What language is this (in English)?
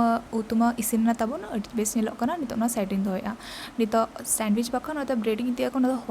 Santali